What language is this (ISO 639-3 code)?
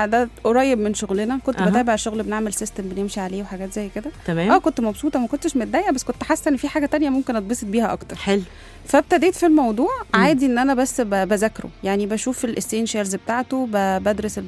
arz